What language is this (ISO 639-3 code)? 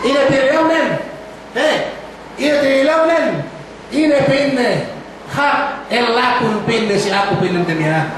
yka